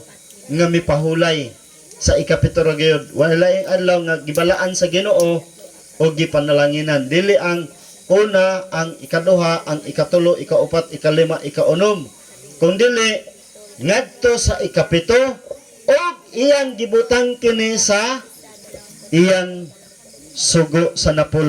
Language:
Cebuano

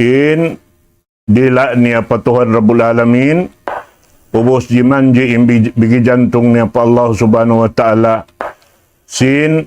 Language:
Tausug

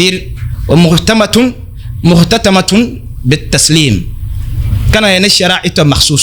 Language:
Dagbani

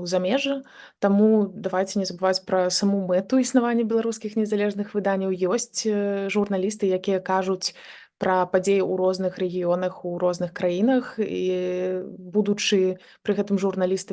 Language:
Belarusian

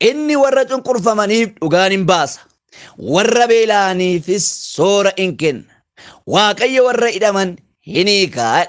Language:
Oromo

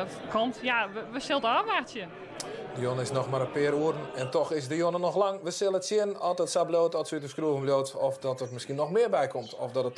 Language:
Western Frisian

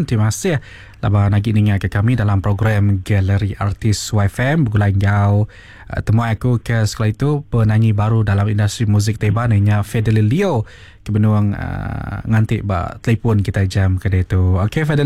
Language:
Iban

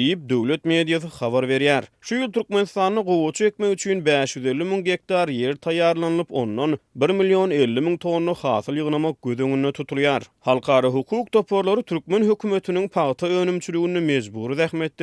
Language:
Turkmen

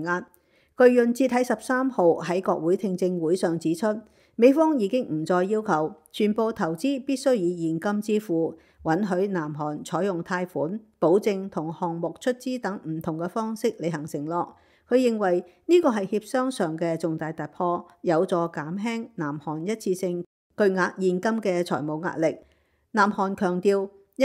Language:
Cantonese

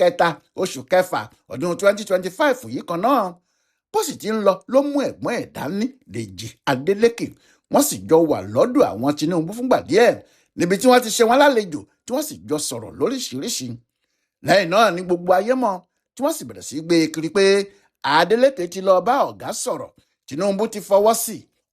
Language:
Yoruba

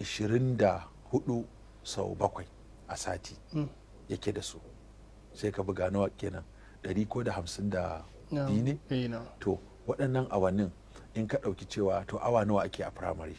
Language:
Hausa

